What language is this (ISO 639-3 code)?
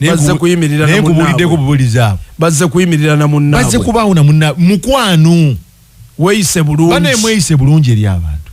lug